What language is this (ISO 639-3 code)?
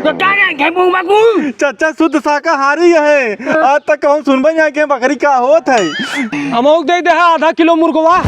awa